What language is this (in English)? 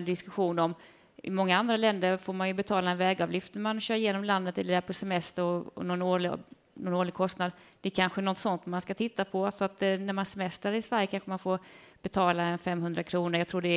Swedish